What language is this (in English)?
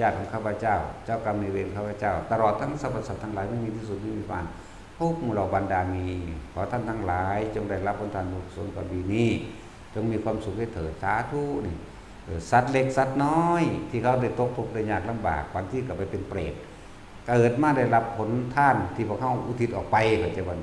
Northeastern Thai